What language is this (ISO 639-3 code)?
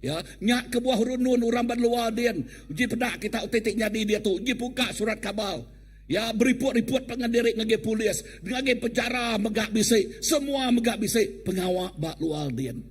iba